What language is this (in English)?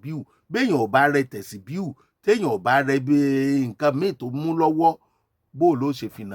Yoruba